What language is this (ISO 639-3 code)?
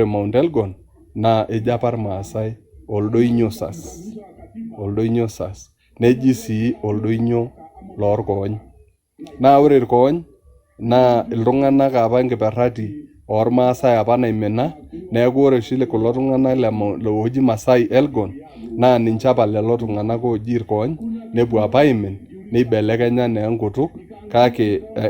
mas